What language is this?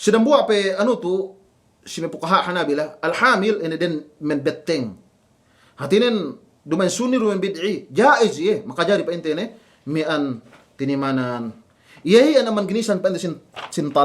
Yakan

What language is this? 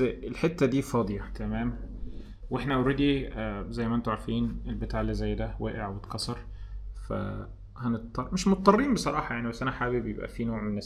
Egyptian Arabic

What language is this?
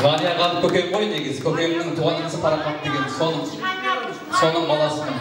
Kara-Kalpak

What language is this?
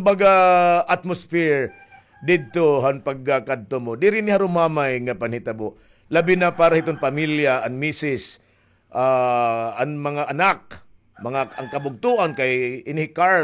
Waray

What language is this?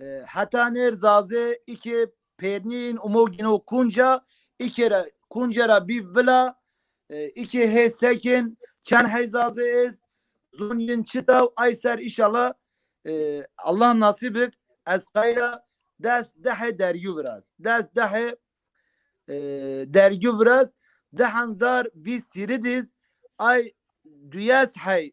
Zaza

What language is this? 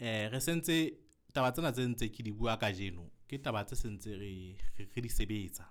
Southern Sotho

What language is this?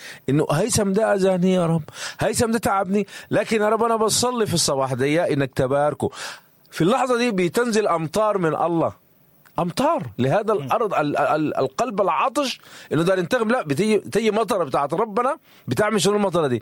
Sudanese Arabic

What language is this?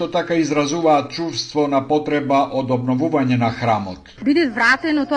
Macedonian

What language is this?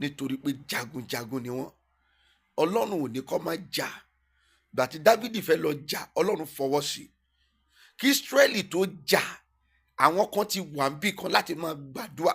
Yoruba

